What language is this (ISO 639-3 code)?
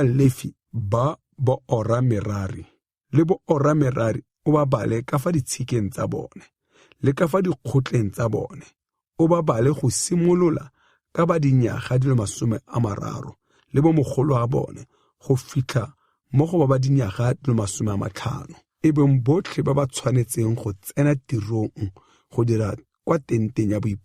tsn